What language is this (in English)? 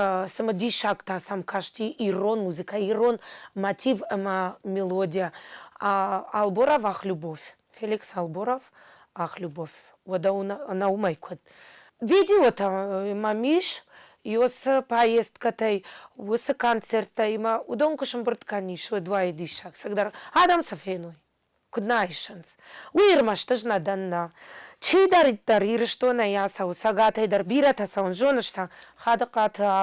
Ossetic